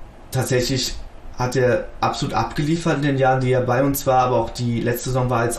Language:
German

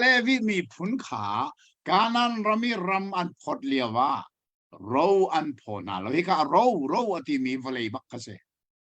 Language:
Hakha Chin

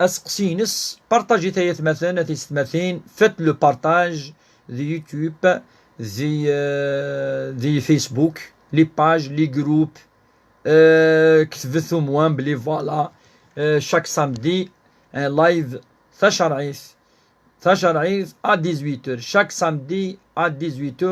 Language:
Kabyle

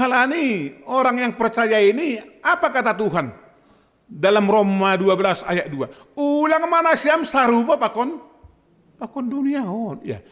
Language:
Batak Simalungun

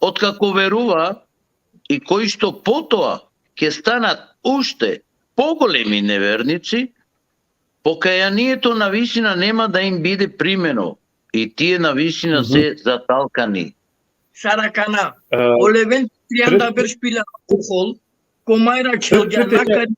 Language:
Balkan Romani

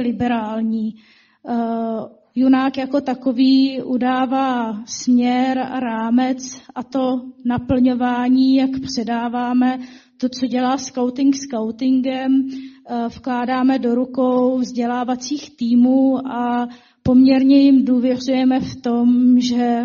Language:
Czech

